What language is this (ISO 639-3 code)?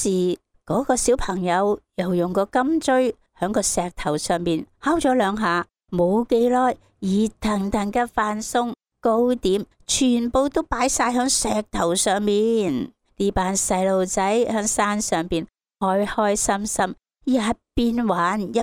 yue